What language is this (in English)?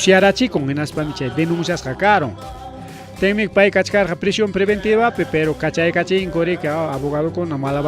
Ayacucho Quechua